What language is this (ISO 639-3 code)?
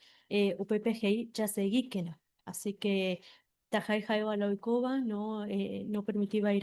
grn